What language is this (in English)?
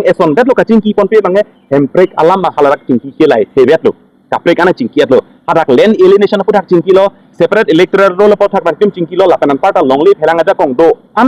Karbi